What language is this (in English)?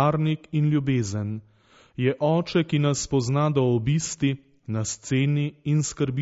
Slovenian